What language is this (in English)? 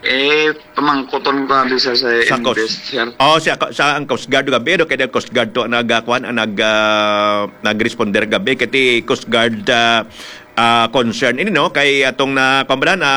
Hiligaynon